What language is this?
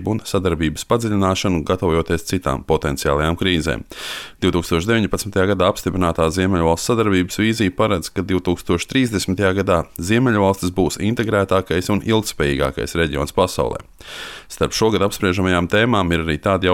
Latvian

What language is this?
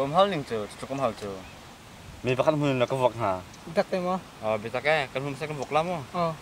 Hakha Chin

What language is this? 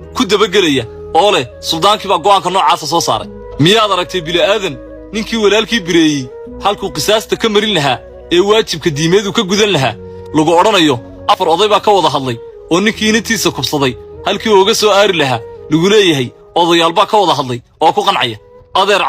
Somali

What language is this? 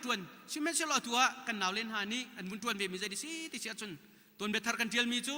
Hakha Chin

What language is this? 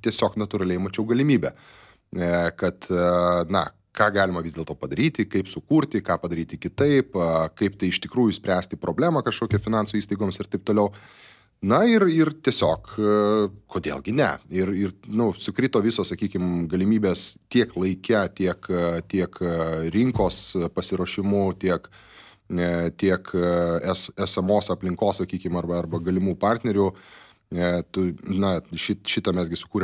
Lithuanian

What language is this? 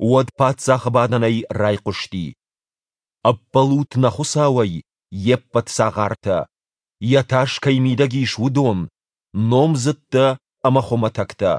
Ossetic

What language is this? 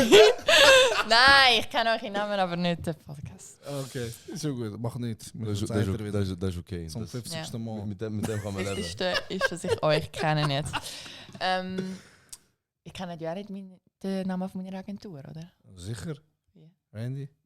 Swiss German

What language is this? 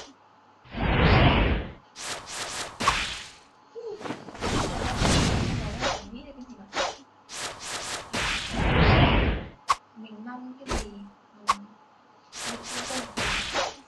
Vietnamese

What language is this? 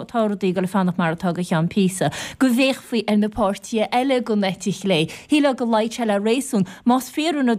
Irish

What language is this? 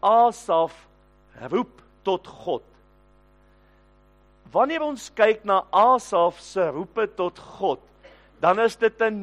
Afrikaans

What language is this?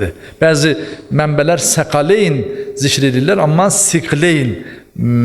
Azerbaijani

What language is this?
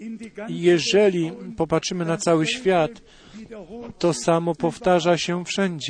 Polish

